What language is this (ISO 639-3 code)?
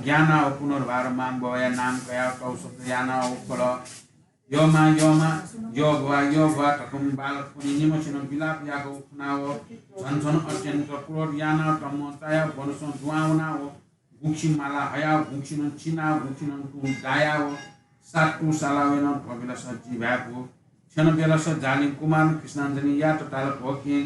new